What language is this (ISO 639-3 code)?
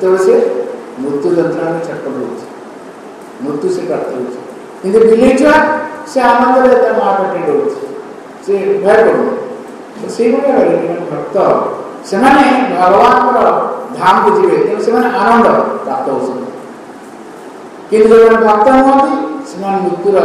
ori